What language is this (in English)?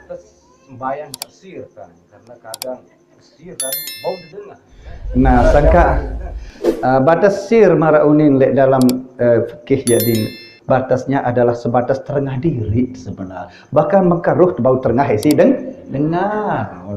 Sasak